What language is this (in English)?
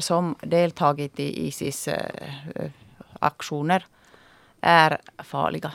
Swedish